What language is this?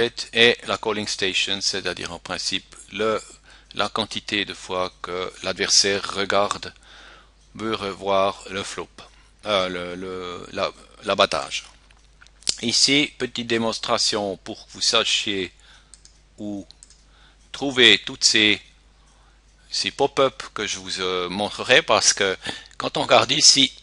French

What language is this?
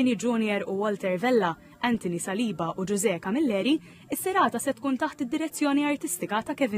Maltese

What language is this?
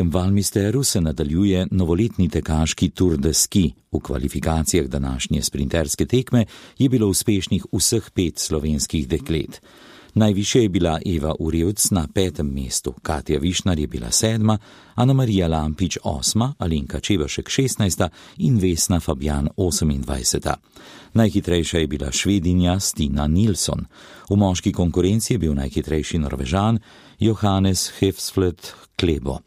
Slovenian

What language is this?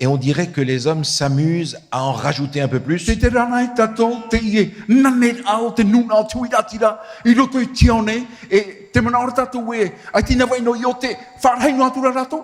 Tahitian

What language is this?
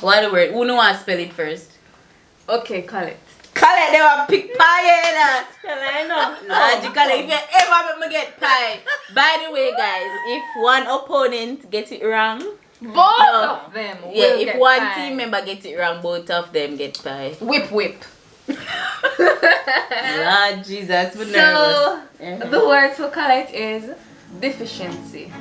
Jamaican Creole English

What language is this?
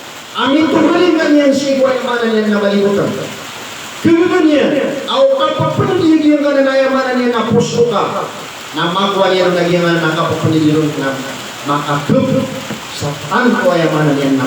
Maranao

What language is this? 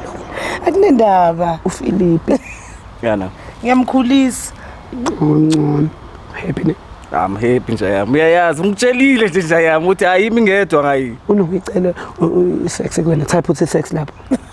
Zulu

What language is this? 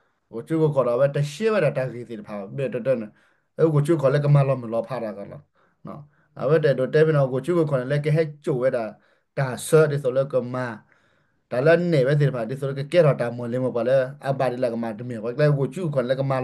S'gaw Karen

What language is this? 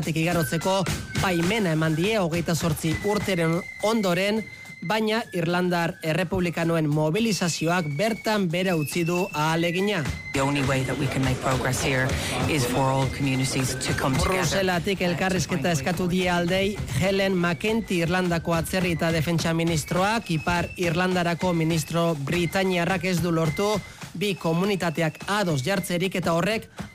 Basque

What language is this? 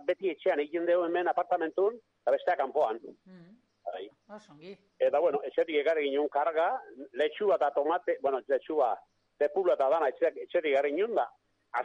Basque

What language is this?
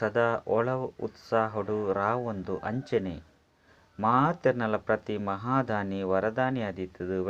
Tulu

